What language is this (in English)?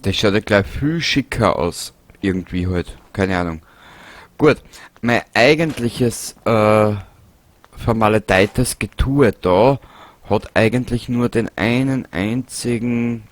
Bavarian